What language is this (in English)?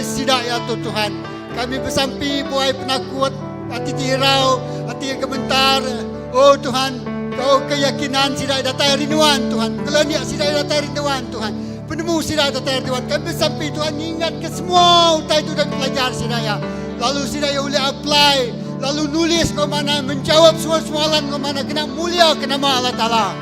Iban